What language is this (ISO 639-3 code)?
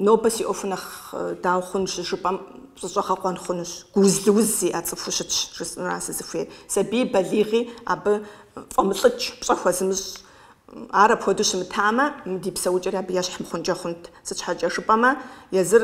kbd